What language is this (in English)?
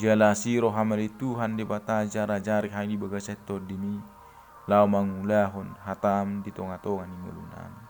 Batak Toba